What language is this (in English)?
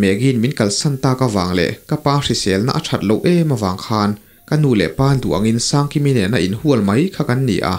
Mizo